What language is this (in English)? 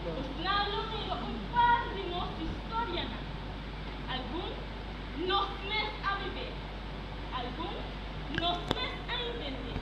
Papiamento